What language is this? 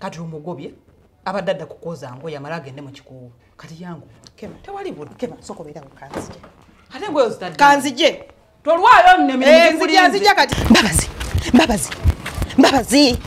Ganda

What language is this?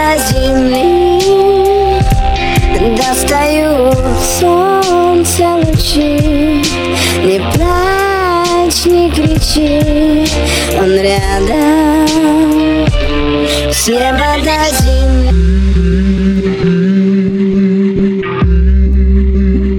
Russian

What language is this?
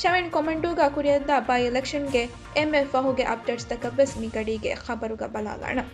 Divehi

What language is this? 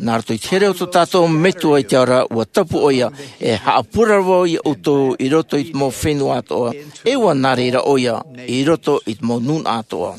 Tahitian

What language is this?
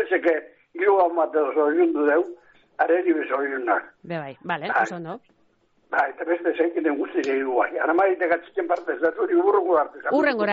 Basque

